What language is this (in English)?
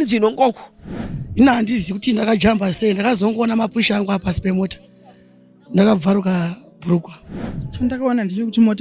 Shona